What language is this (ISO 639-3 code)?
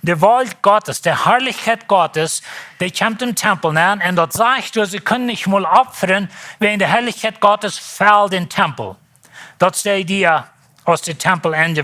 pdt